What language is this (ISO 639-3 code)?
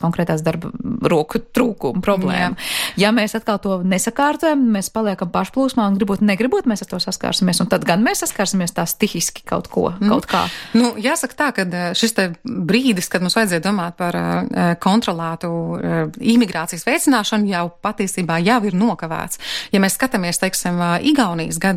lav